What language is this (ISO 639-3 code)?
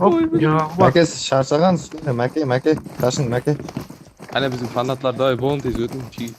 kaa